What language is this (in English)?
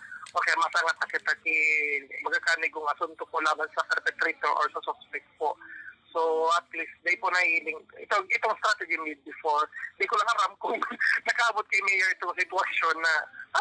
Bikol